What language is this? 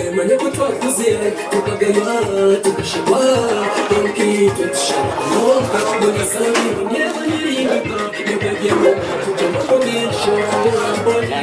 Nyankole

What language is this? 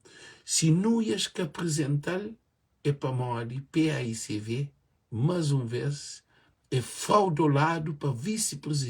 Kabuverdianu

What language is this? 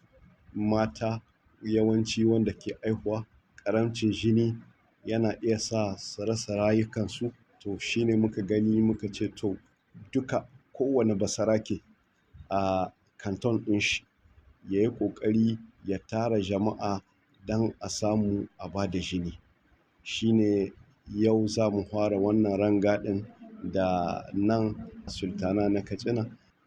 Hausa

